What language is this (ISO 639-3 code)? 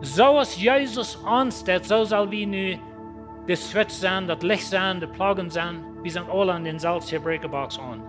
pdt